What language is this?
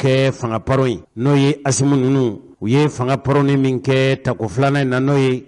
Bambara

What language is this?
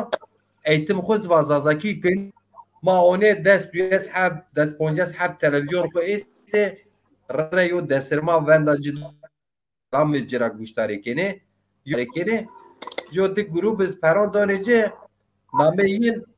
Zaza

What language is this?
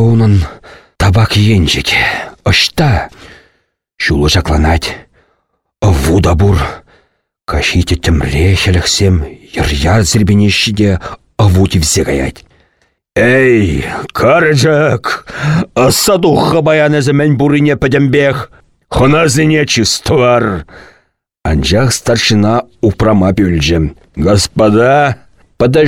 Chuvash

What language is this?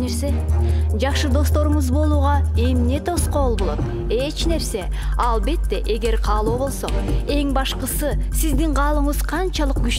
Kyrgyz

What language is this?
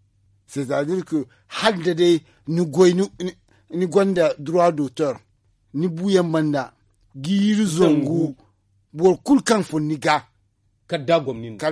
Zarma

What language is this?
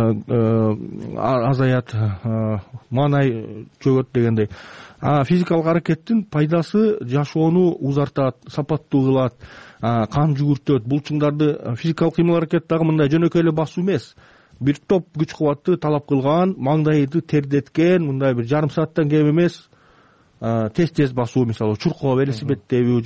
Kyrgyz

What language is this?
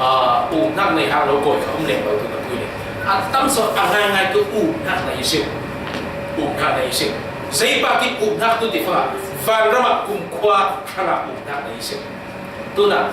Falam Chin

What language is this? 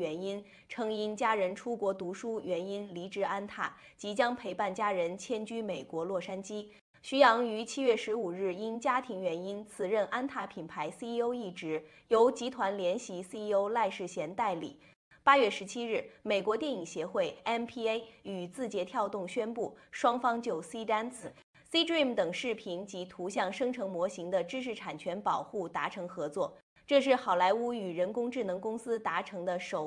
Chinese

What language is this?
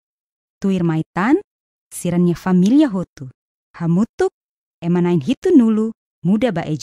Tetum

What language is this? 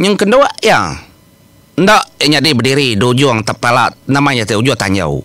Iban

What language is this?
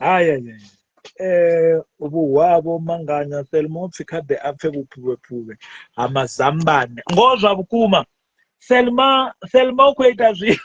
Venda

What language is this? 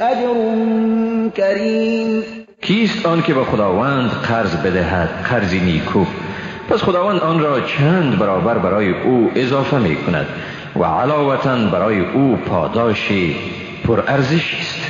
Persian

